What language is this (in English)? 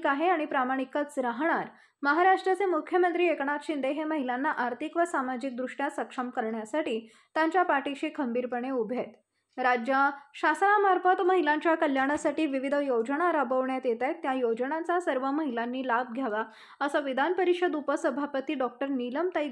Marathi